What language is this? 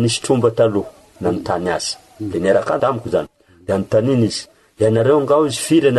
Malagasy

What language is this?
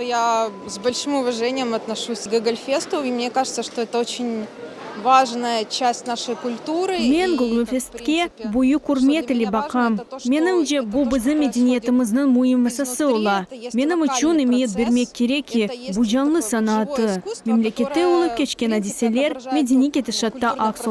Crimean Tatar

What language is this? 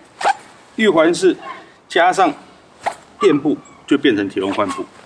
Chinese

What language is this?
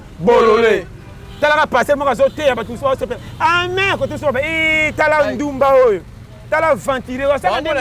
Lingala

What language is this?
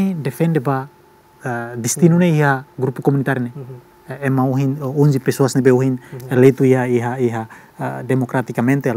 Tetum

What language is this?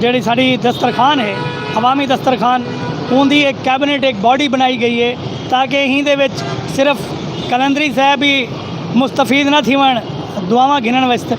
Saraiki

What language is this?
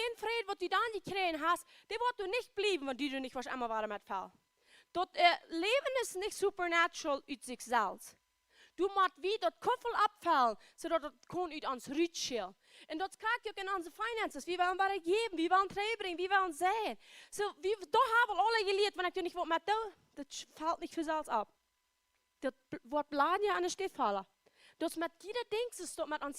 Plautdietsch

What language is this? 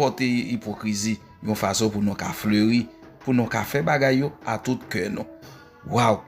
Haitian Creole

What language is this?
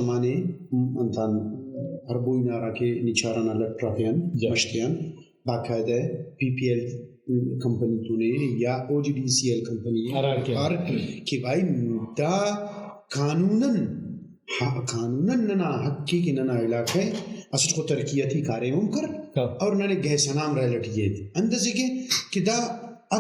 Brahui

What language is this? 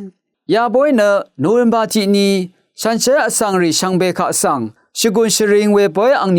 Rawang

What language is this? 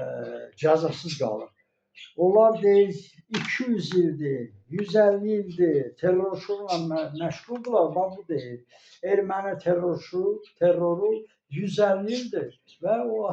Azerbaijani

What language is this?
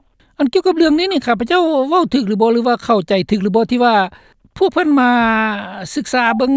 Lao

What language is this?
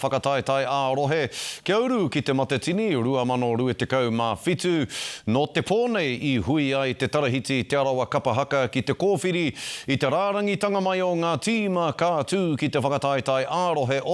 Māori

